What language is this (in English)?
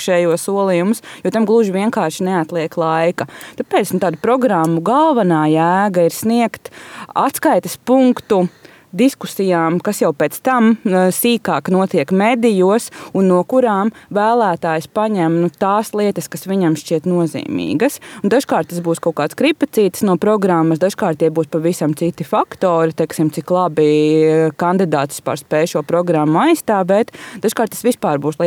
Latvian